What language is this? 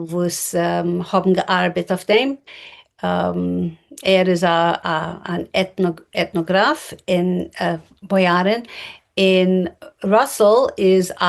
Yiddish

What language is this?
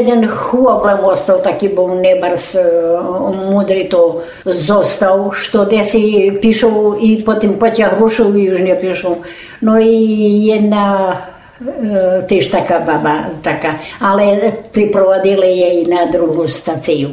Rusyn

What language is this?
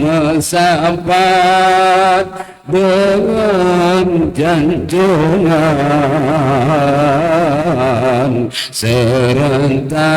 Achinese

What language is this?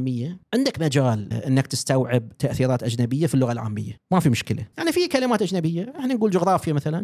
Gulf Arabic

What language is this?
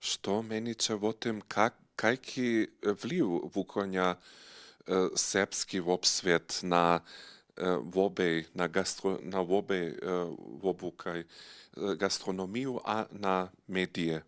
Upper Sorbian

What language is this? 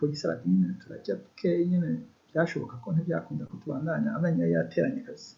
Rundi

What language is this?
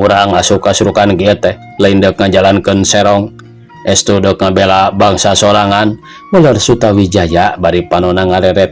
Sundanese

